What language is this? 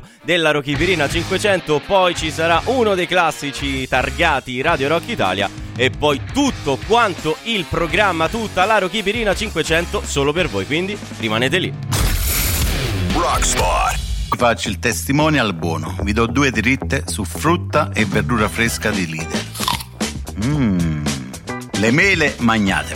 Italian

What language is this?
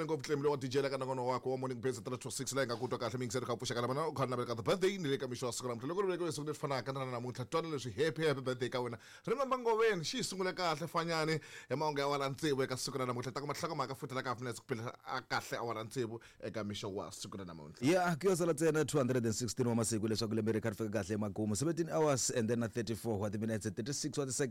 Tsonga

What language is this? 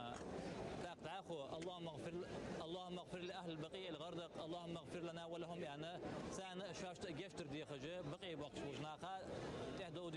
Ingush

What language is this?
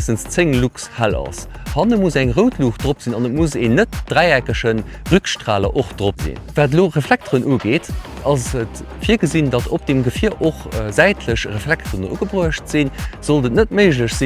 Luxembourgish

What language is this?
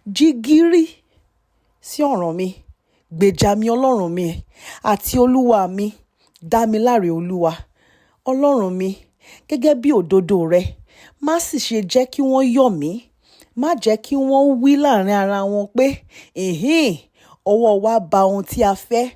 Yoruba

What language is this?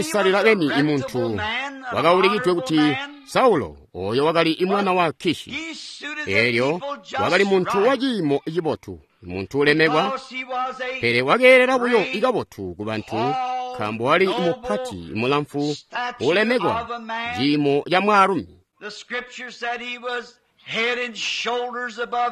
Tonga (Zambia)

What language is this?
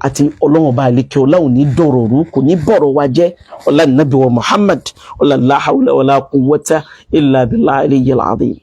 Yoruba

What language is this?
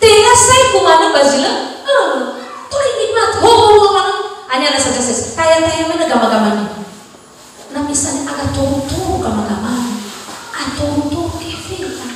Nias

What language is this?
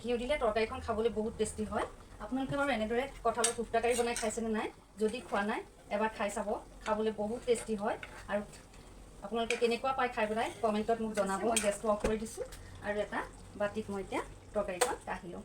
Assamese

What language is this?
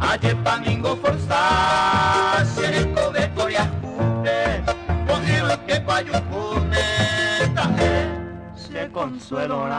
Guarani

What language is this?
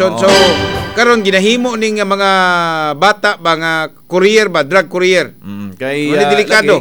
Cebuano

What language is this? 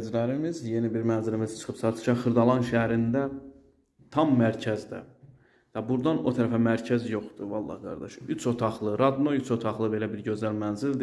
Azerbaijani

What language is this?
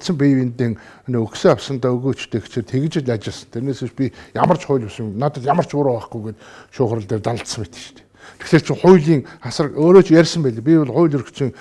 Mongolian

